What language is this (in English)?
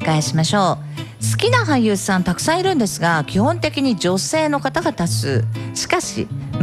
Japanese